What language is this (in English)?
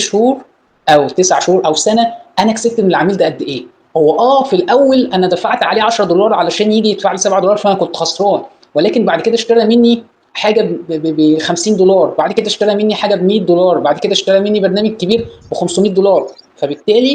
Egyptian Arabic